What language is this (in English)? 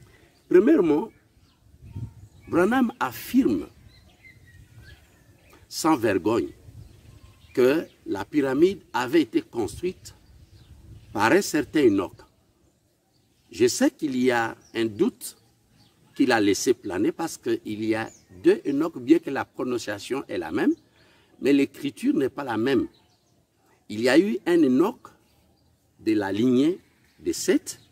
French